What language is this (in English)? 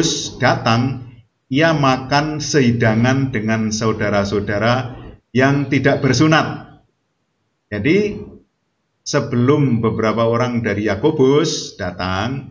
Indonesian